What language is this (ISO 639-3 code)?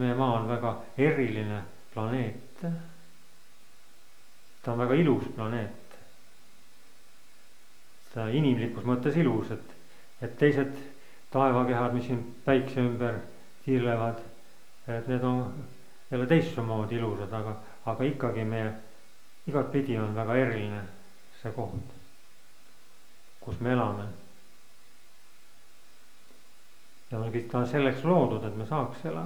est